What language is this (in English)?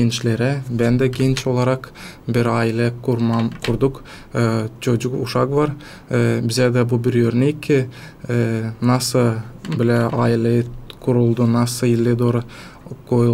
Gagauz